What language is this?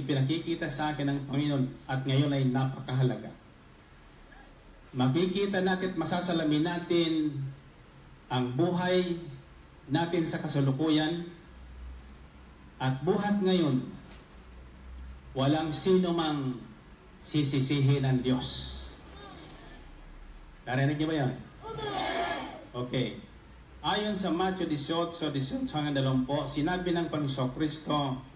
Filipino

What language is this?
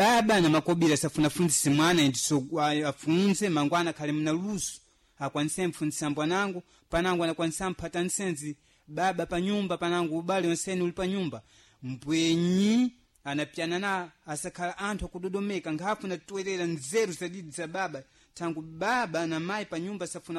Sena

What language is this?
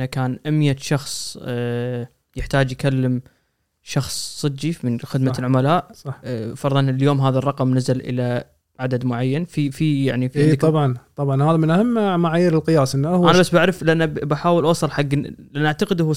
Gulf Arabic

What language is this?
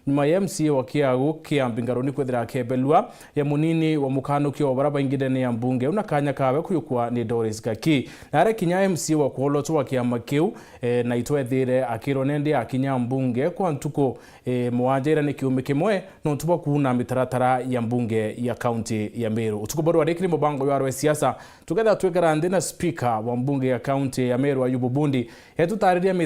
Meru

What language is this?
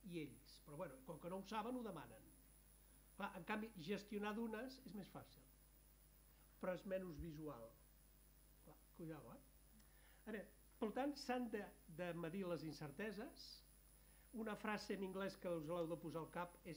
Catalan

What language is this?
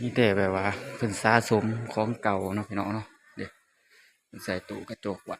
Northeastern Thai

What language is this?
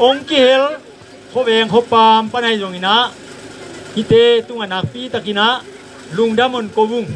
Tedim Chin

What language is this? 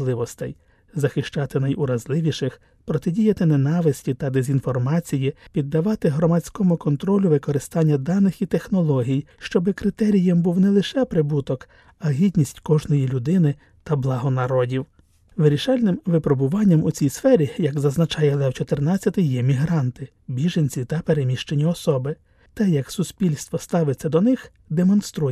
Ukrainian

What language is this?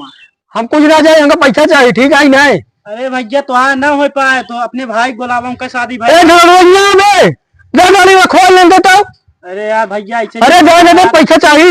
Awadhi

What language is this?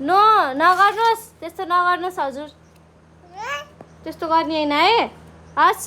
Nepali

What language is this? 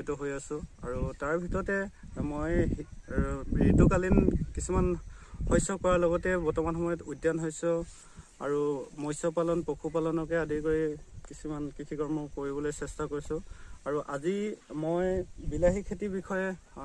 Assamese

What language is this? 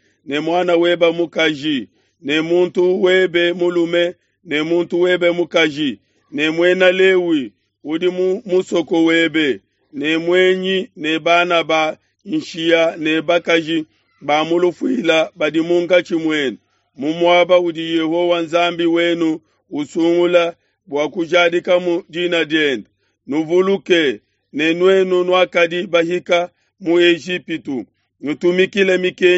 Luba-Lulua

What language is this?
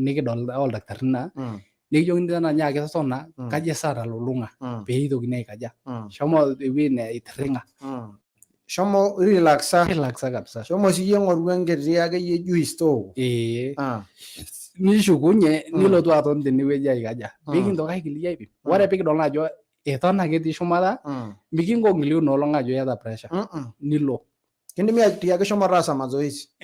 Masai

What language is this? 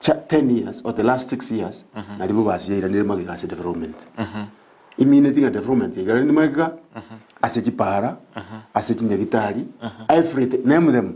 Gusii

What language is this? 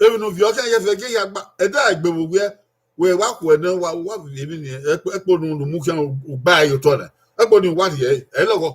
Bini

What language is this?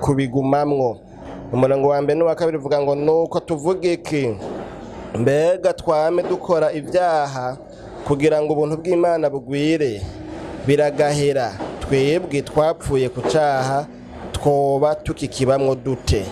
Rundi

